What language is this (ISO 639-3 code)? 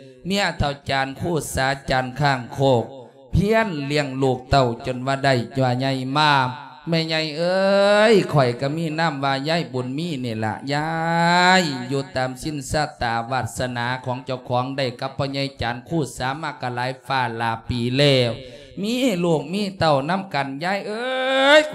lao